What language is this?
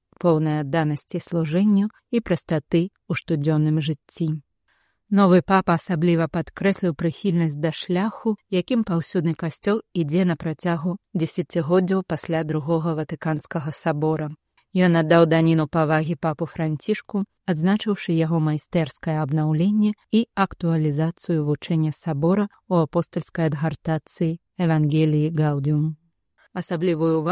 Belarusian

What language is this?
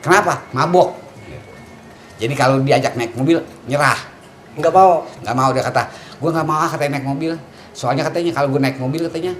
Betawi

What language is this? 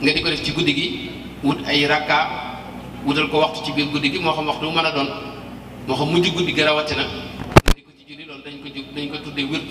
Wolof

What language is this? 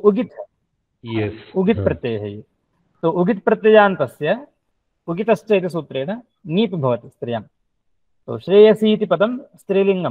Sanskrit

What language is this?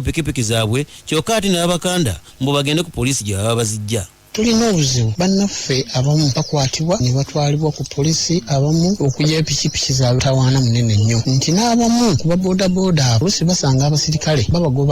Ganda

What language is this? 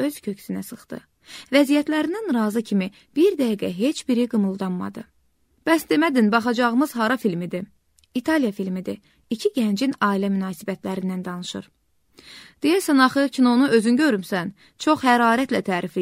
Azerbaijani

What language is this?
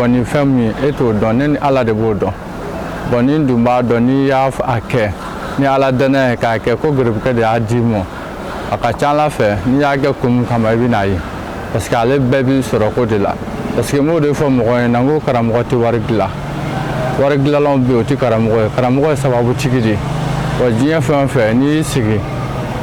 Bambara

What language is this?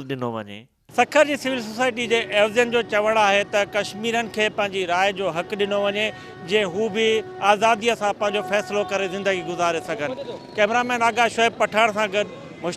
Sindhi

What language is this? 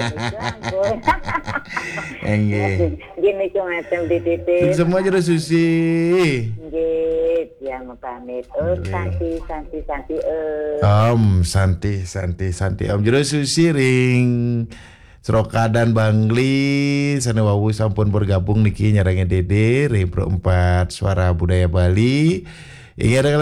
Balinese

